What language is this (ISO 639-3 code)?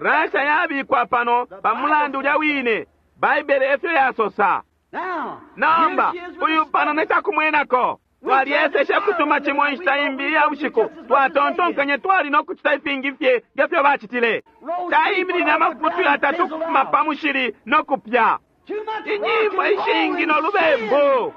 bem